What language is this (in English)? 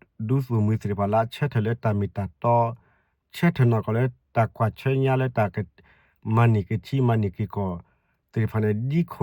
S'gaw Karen